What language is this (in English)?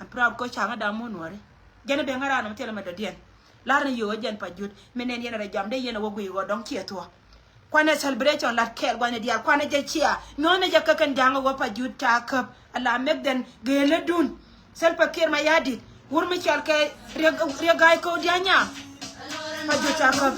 Nuer